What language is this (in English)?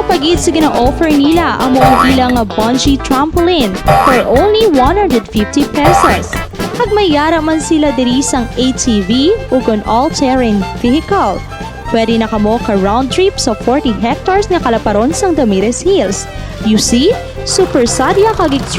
Hiligaynon